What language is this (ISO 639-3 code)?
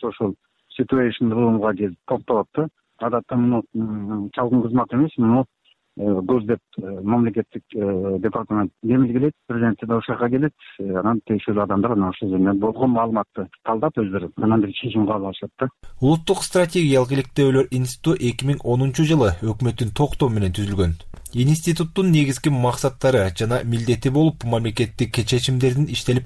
kir